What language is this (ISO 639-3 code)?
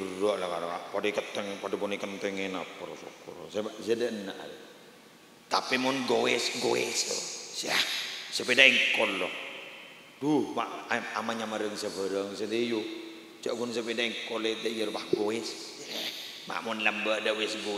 mad